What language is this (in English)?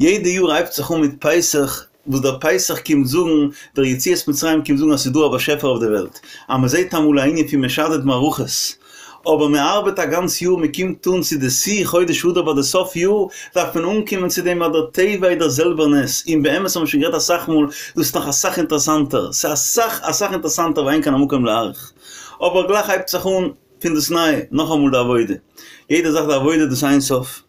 Yiddish